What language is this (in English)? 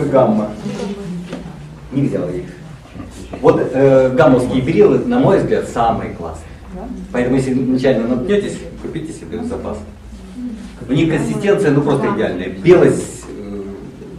Russian